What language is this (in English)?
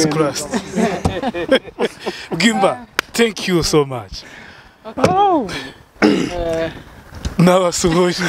Kinyarwanda